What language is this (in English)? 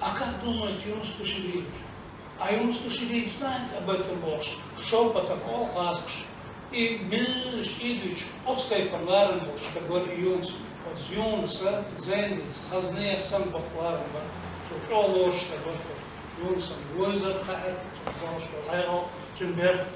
Chechen